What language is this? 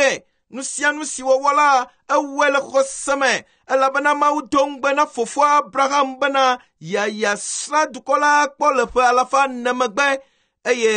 Ewe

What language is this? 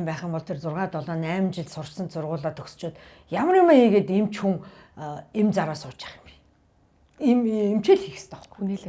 Mongolian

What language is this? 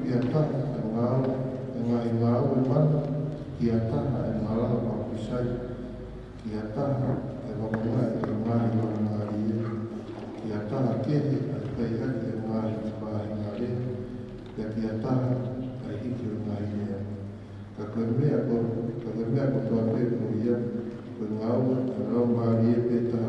Tongan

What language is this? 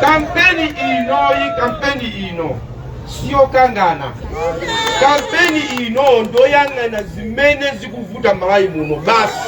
Nyanja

